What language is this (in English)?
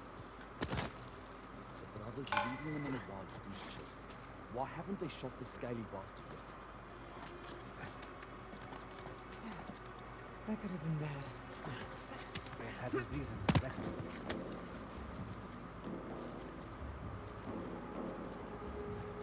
English